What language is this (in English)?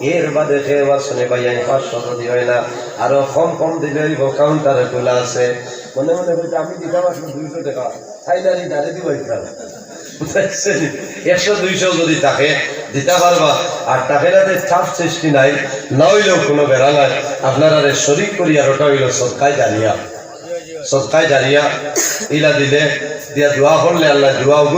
Sylheti